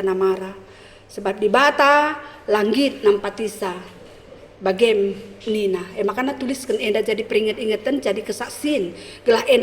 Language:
Batak Karo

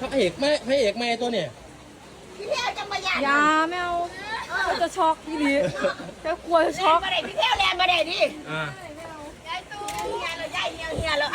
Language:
Northeastern Thai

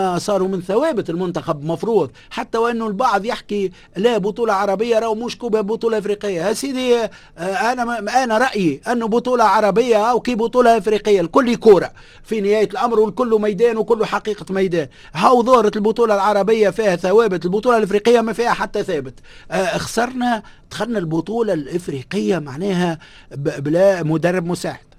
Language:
Tunisian Arabic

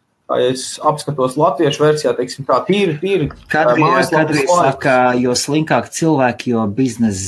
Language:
Latvian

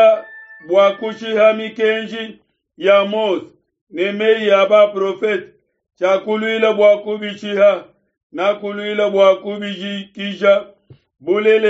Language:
Luba-Lulua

